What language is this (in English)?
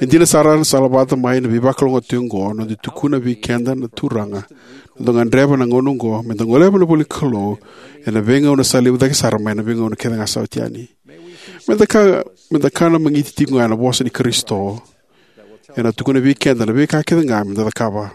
Fijian